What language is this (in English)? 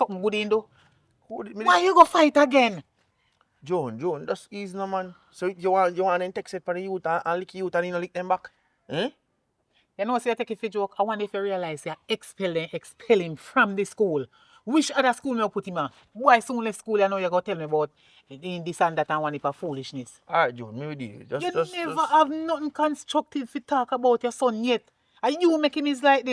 Jamaican Creole English